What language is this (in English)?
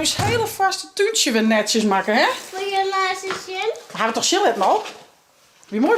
Western Frisian